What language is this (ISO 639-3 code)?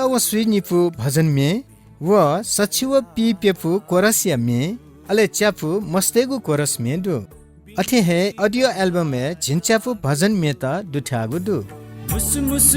new